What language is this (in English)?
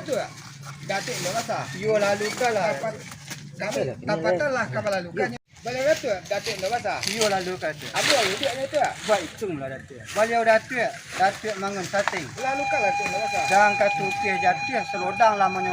Minangkabau